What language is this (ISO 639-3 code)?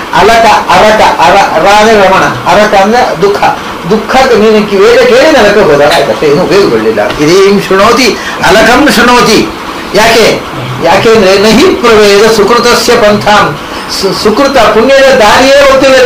kan